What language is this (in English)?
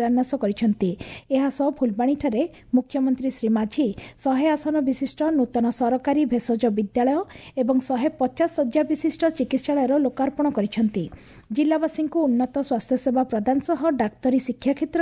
Odia